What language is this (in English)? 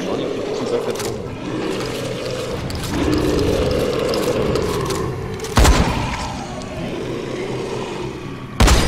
German